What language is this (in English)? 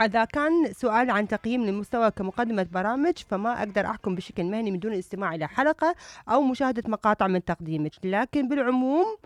Mesopotamian Arabic